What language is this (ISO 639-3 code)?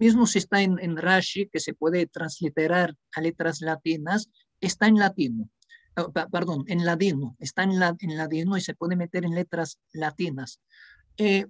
lad